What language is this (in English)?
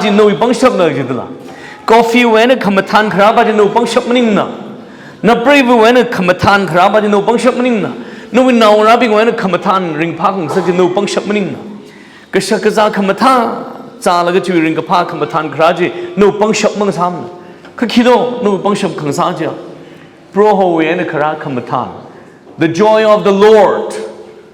Tangkhul Naga (India)